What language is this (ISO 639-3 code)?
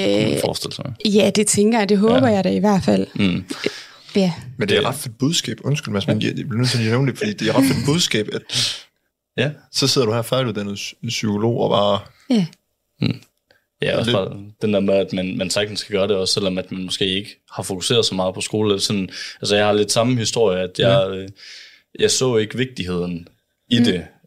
dan